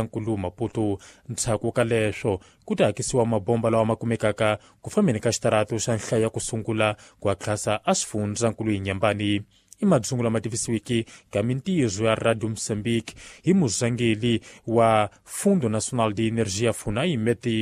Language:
Tsonga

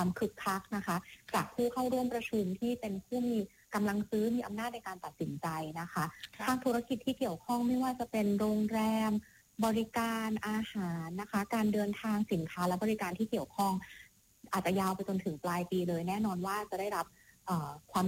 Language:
Thai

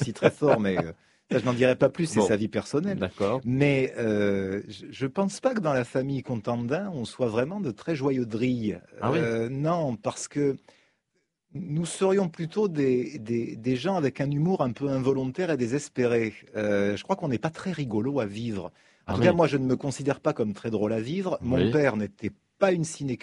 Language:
French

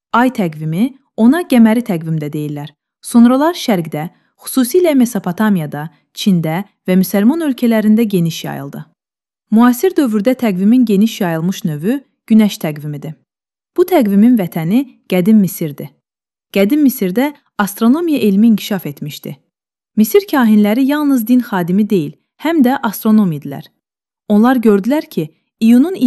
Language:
Azerbaijani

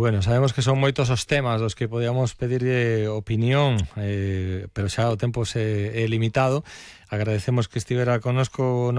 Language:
Galician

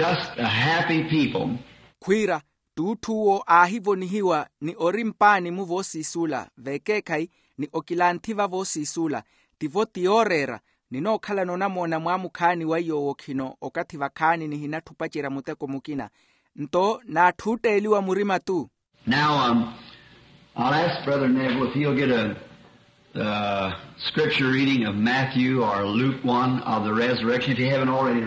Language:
Makhuwa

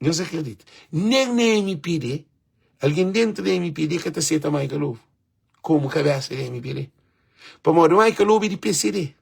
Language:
Kabuverdianu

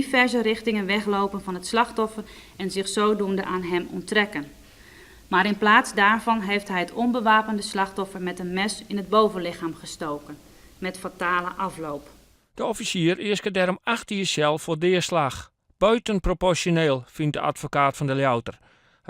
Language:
Western Frisian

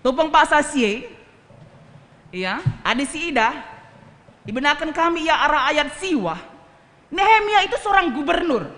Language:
Batak Karo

